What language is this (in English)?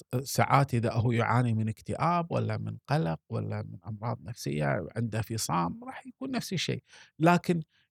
Gulf Arabic